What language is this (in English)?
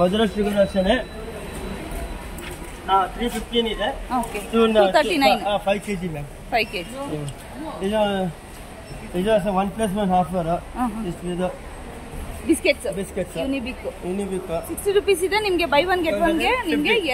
Kannada